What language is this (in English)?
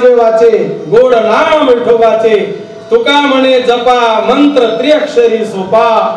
Marathi